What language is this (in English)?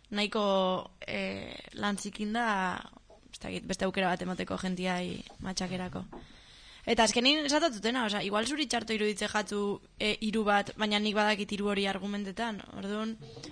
Basque